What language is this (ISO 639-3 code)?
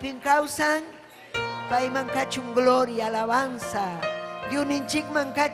quy